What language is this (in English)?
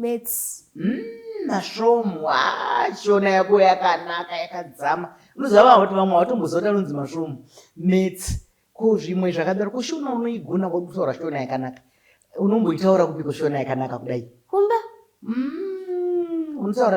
Shona